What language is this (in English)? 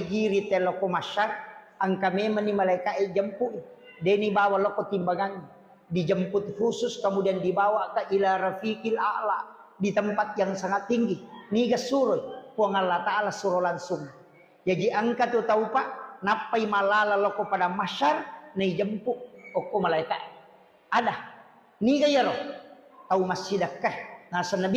Buginese